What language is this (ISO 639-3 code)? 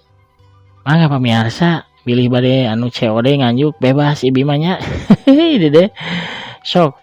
sun